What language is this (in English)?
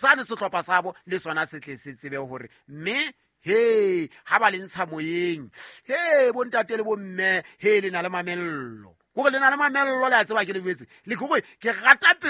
Southern Sotho